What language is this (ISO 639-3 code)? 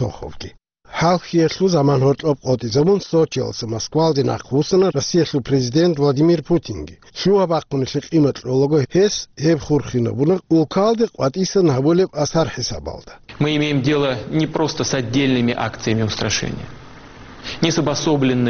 ava